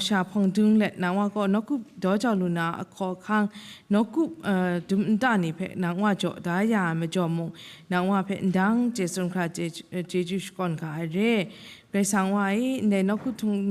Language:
Kachin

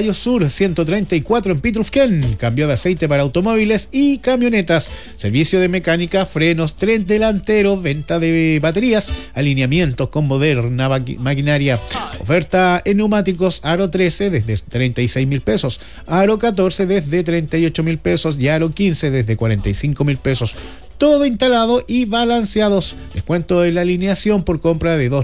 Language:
Spanish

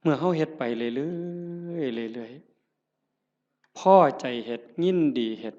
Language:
Northeastern Thai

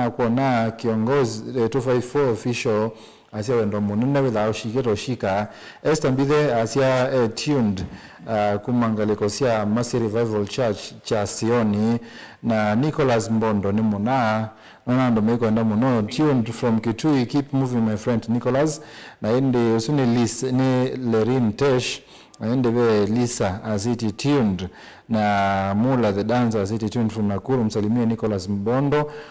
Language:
Kamba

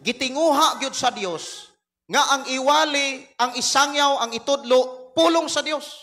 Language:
Cebuano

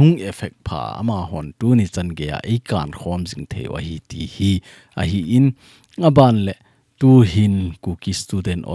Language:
Thado Chin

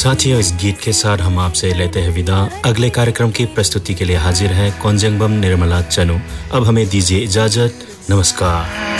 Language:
Hindi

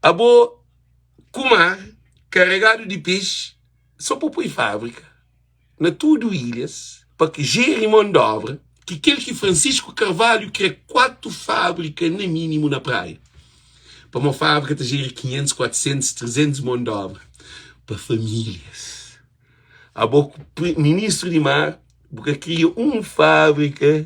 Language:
Kabuverdianu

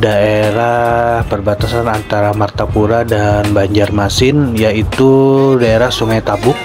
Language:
Banjar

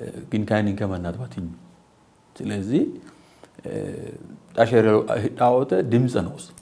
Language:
Sidamo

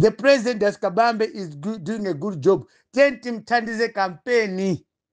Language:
Nyanja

